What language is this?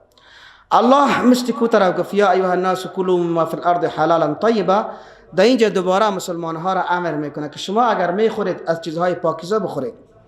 Persian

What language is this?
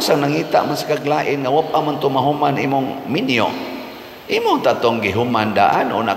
Cebuano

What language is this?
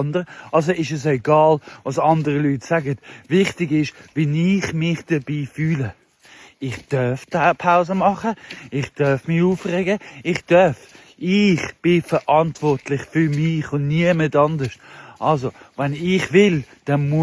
Swiss German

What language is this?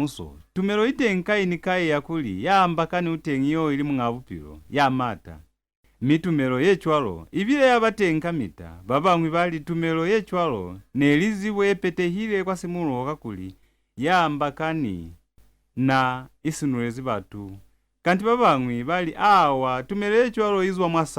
Lozi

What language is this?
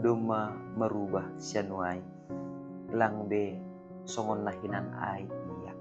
Batak Simalungun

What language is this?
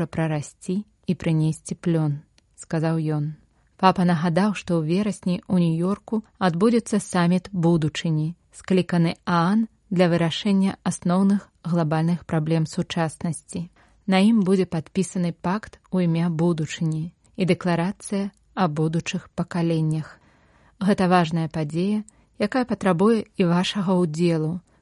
Belarusian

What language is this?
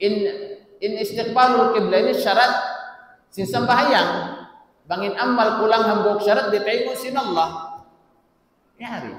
Tausug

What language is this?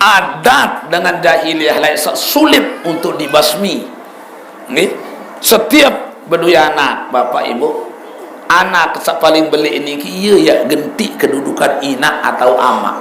Sasak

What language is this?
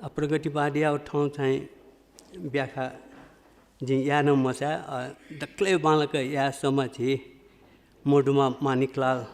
Newari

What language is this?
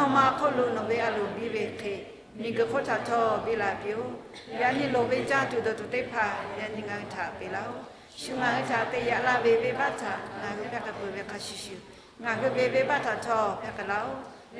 Lahu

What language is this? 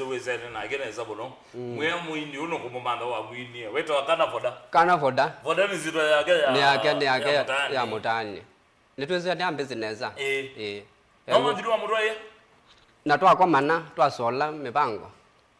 Kamba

